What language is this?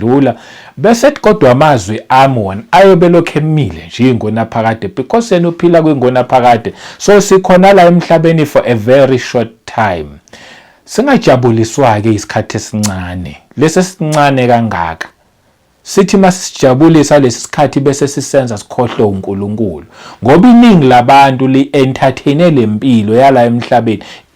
Zulu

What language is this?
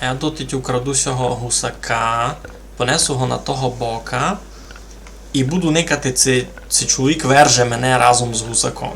Rusyn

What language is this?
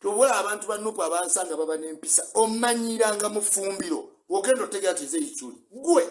Ganda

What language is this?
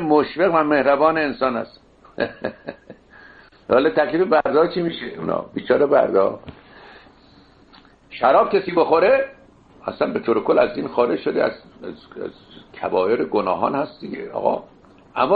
Persian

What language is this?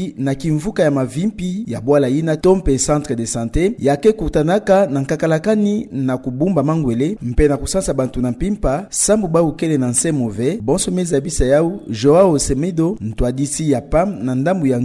Kituba (Democratic Republic of Congo)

